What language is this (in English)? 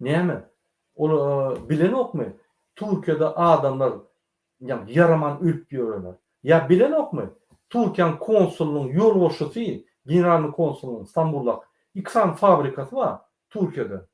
Turkmen